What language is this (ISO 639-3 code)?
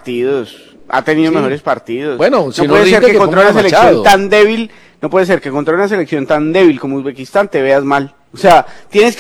spa